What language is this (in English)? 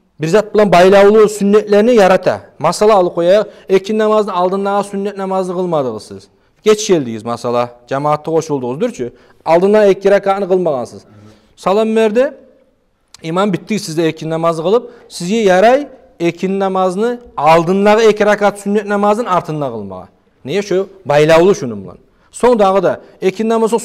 Kumyk